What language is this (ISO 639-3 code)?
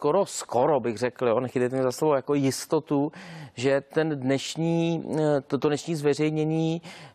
ces